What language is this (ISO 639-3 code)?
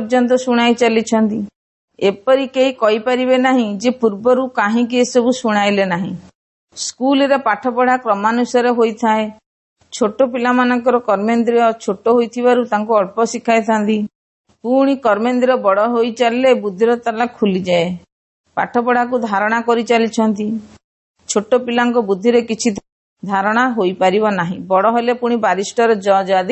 ori